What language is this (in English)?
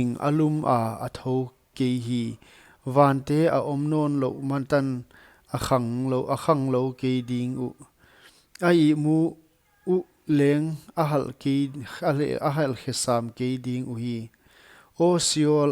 Paite Chin